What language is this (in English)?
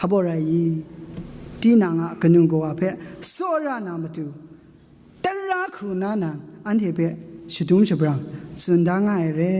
Kachin